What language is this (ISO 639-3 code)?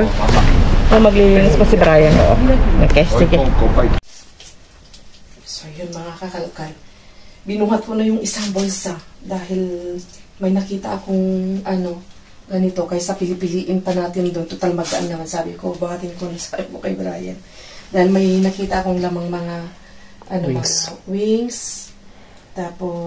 fil